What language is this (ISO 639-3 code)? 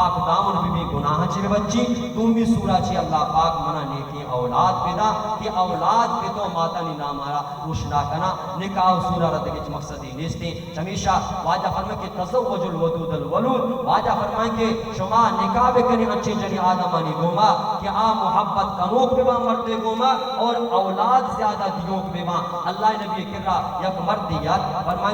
bal